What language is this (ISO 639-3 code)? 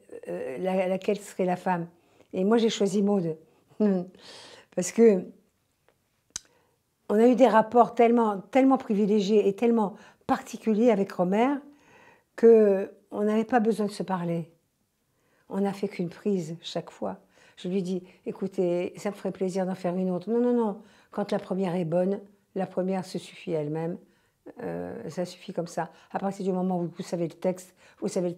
fra